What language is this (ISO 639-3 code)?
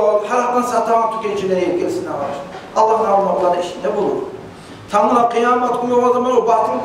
kum